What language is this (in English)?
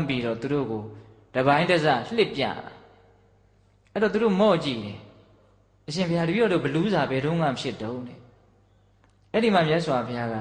Burmese